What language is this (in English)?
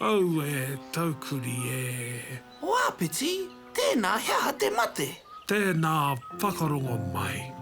Māori